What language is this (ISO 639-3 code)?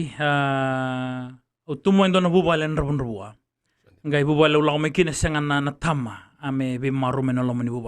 fij